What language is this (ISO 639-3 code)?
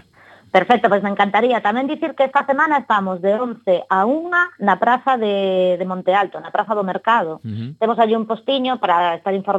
glg